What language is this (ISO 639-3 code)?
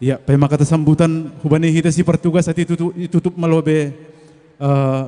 bts